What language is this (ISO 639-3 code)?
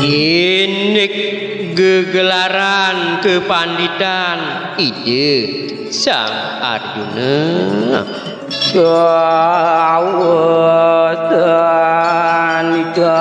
ban